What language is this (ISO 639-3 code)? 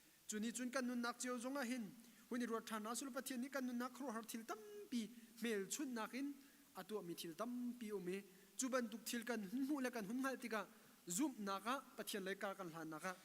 cnh